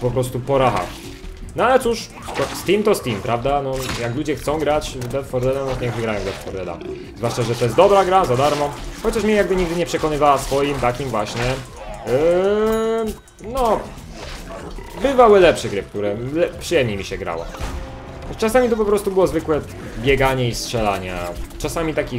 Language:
Polish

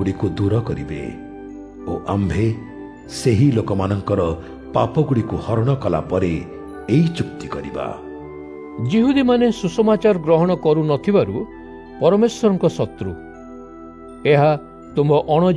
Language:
Odia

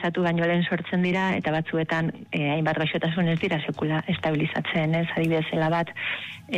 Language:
Basque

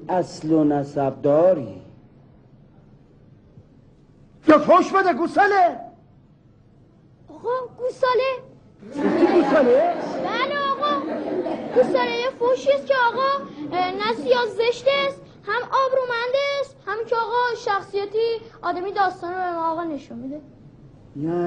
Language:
Persian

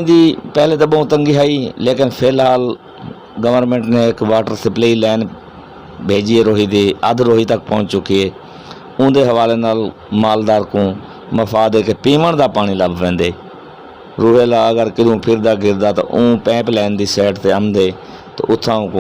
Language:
Saraiki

